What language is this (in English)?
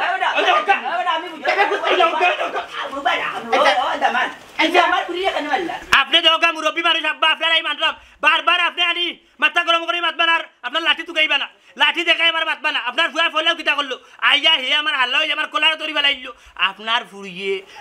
Sylheti